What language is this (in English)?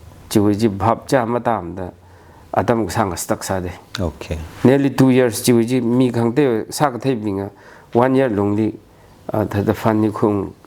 Tangkhul Naga (India)